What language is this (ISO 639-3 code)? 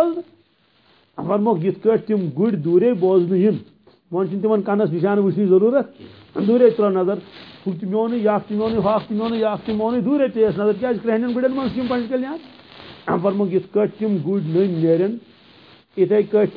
kas